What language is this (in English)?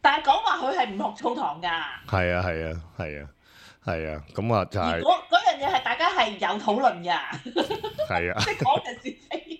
Cantonese